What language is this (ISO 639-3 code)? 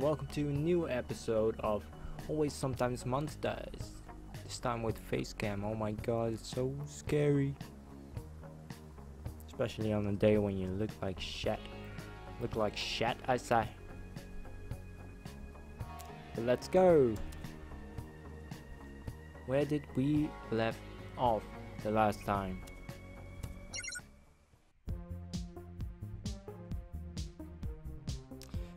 eng